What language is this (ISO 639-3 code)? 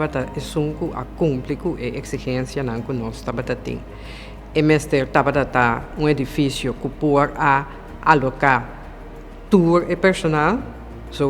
pap